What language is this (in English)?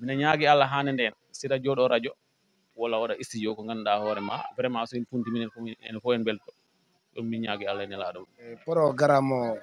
Fula